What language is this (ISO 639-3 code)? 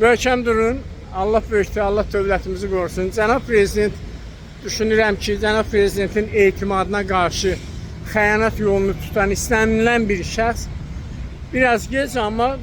aze